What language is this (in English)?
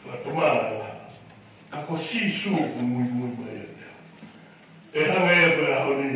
Tongan